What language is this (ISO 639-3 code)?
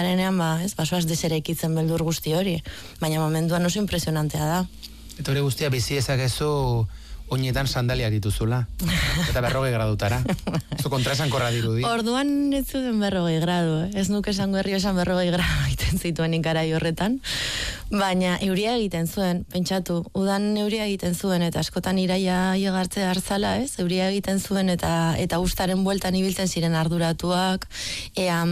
eus